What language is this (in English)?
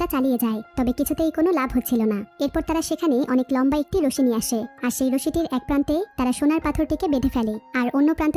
Bangla